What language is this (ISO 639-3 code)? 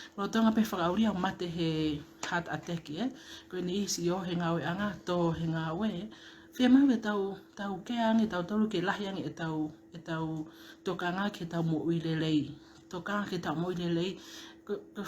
ton